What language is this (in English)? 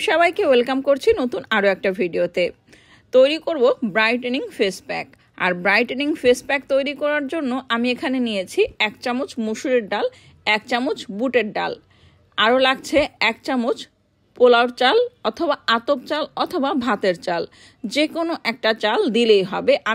Bangla